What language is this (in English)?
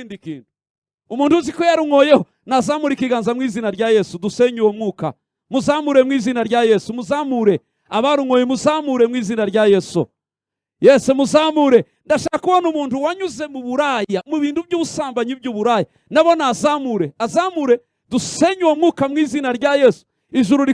Kinyarwanda